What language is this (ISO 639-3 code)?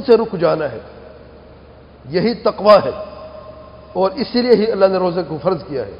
urd